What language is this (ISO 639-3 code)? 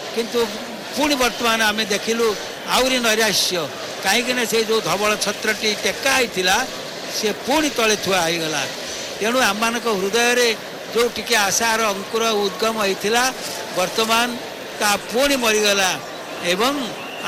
ori